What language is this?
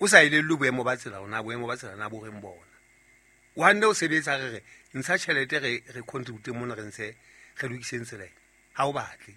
Southern Sotho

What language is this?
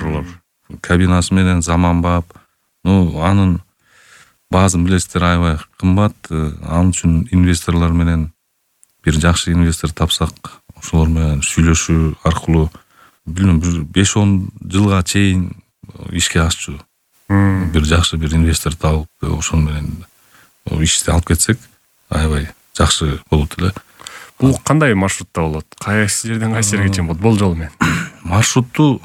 Kyrgyz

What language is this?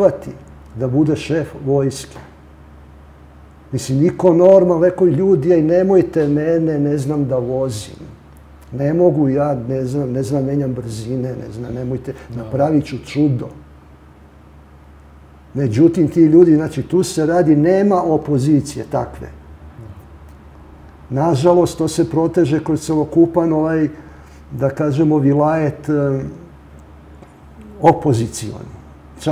Serbian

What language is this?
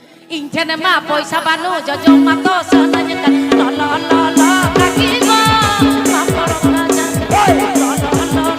Santali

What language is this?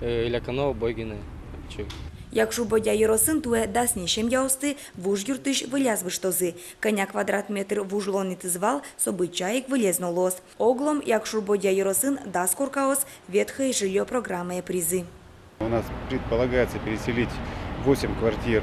Udmurt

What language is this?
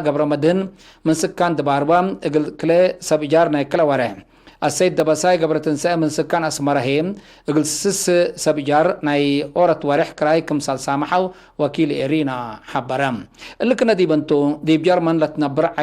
Tigre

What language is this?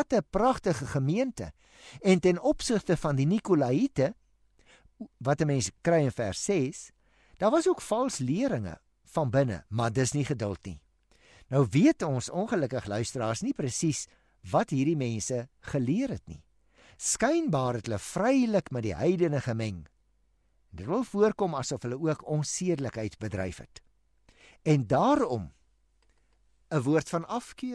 Afrikaans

